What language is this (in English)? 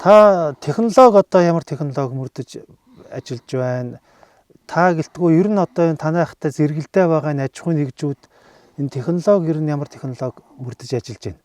Mongolian